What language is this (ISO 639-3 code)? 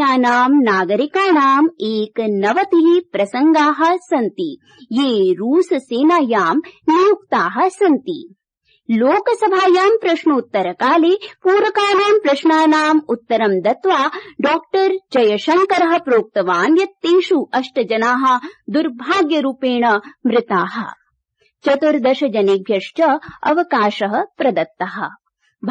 san